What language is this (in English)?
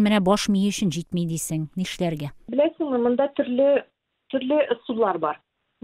Tatar